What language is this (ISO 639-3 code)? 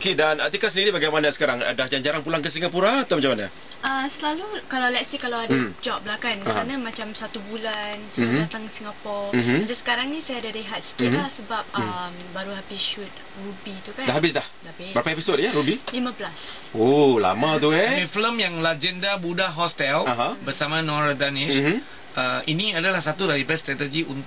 msa